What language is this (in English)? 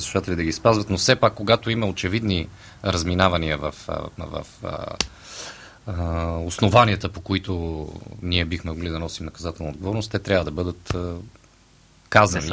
Bulgarian